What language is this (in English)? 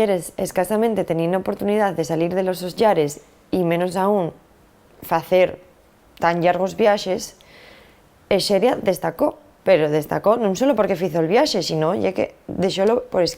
Asturian